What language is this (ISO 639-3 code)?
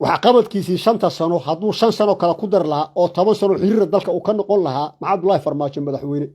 som